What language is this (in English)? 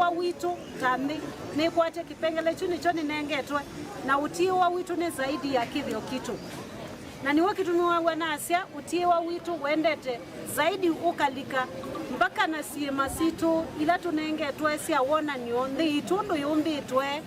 Kamba